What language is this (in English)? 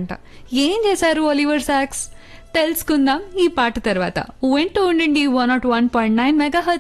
Telugu